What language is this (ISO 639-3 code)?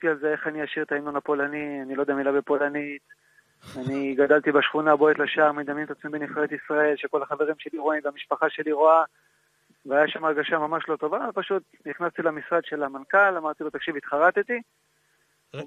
heb